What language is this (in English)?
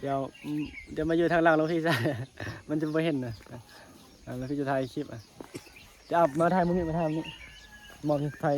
Northeastern Thai